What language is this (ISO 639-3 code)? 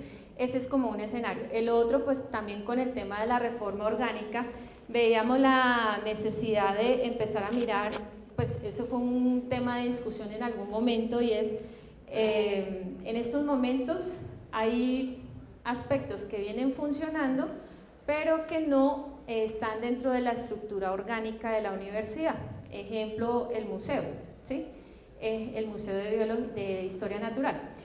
spa